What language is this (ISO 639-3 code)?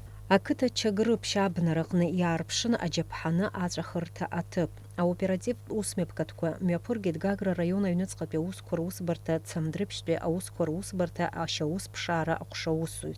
abk